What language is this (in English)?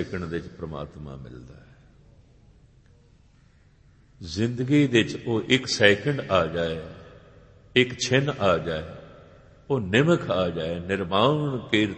Punjabi